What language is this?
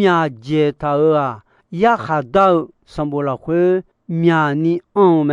Akha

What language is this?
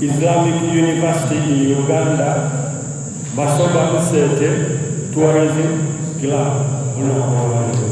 Soga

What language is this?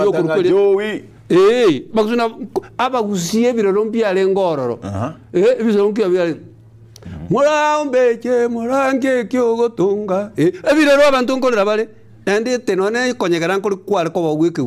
Gusii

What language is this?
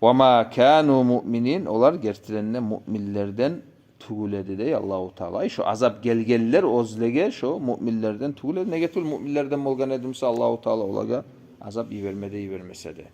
Kumyk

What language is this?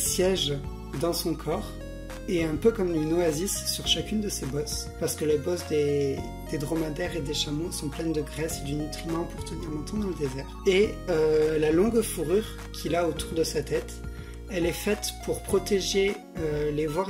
French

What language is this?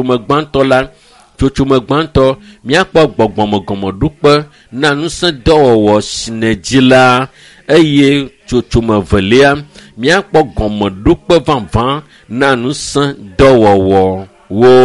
Ewe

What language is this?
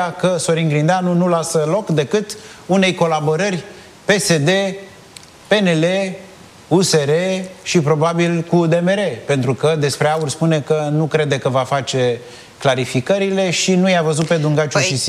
Romanian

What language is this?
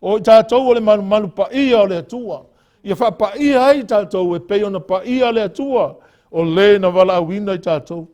Samoan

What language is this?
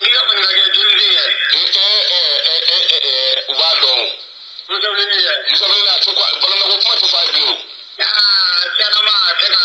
Bambara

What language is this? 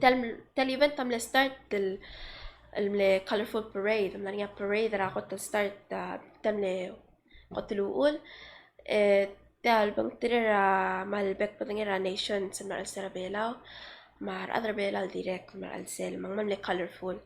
Palauan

